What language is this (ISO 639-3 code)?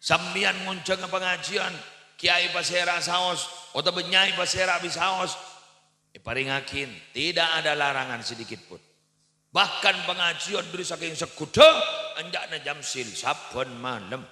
mad